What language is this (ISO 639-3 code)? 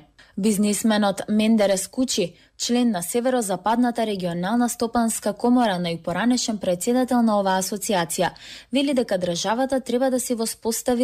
mkd